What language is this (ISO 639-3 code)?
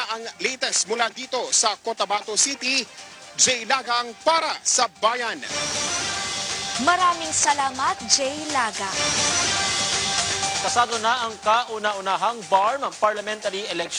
fil